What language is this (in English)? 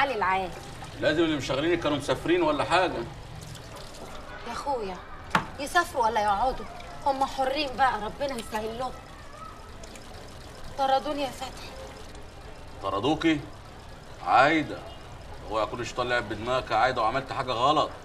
Egyptian Arabic